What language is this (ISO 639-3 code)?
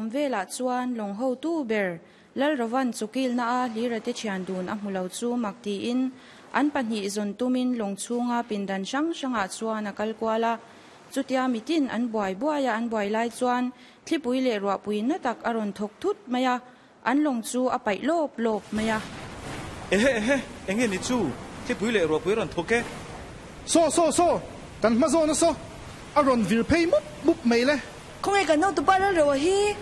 lus